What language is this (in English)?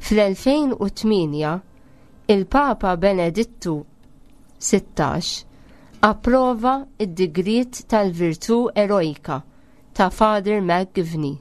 Maltese